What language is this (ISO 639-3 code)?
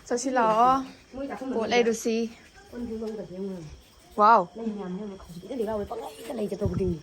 mni